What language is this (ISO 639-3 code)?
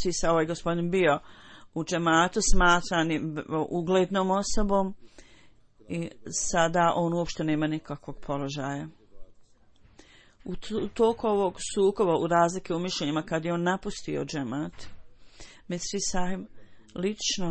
bos